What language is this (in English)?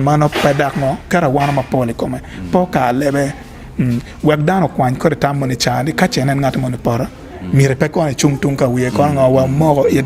Acoli